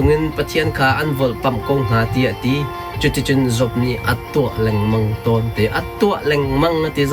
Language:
Hakha Chin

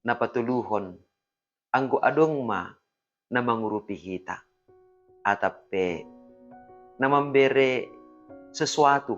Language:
Batak Simalungun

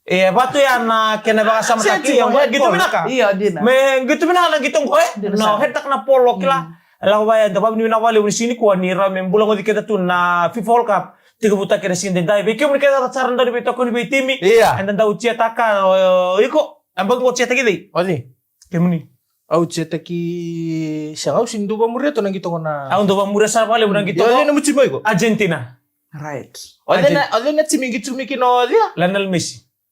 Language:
Fijian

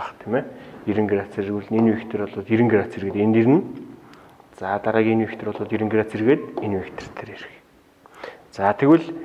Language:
Mongolian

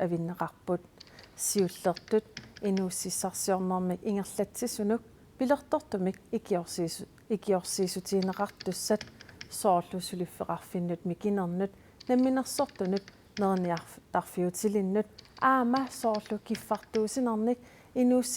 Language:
Kalaallisut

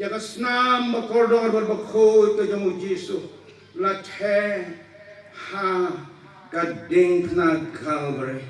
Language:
Khasi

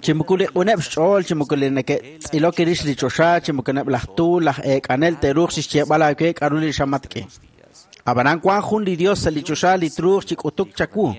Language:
Kekchí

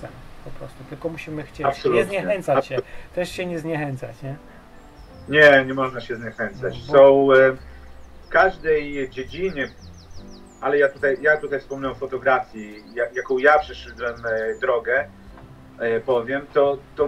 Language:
Polish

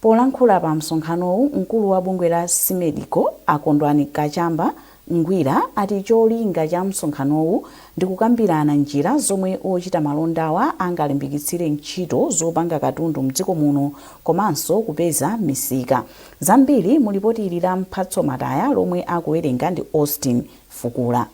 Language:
Nyanja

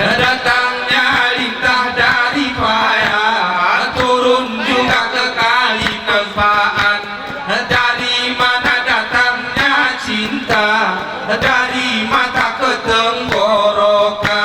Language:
Gayo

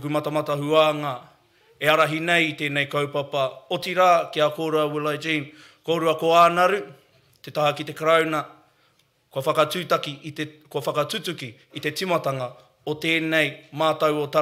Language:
Māori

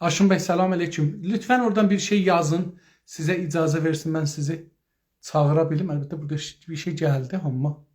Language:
South Azerbaijani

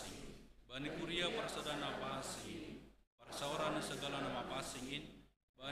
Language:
Batak Simalungun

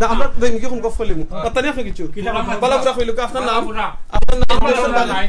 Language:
Sylheti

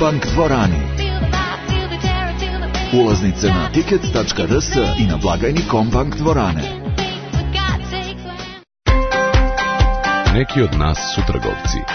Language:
Serbian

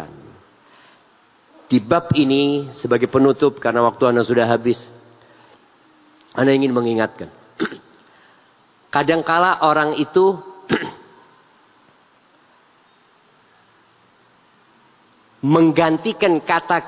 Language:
Indonesian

